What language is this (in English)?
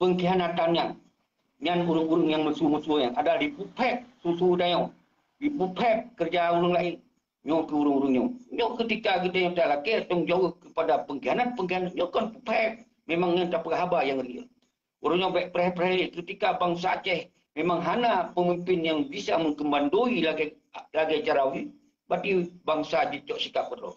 Achinese